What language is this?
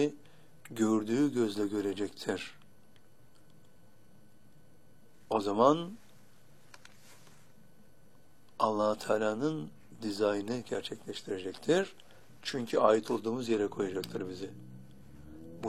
Turkish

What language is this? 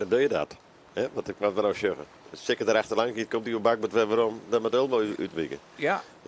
Western Frisian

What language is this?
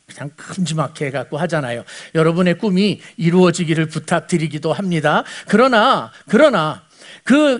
Korean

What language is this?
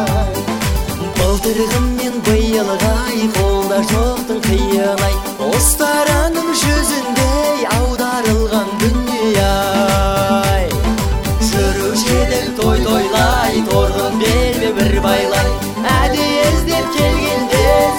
Kazakh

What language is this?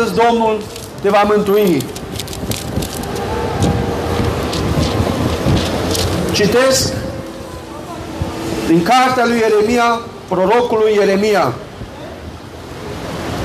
Romanian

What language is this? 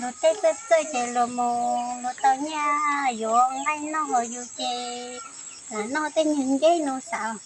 Hmong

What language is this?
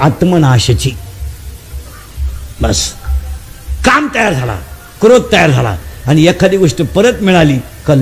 Marathi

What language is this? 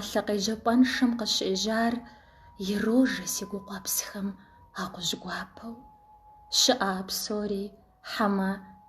Kabardian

